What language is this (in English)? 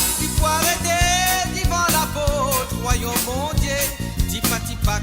Morisyen